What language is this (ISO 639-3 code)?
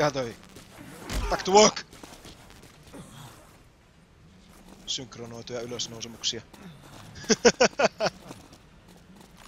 fin